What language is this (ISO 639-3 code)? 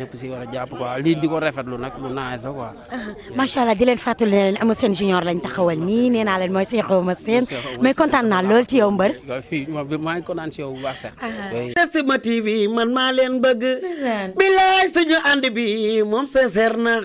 wol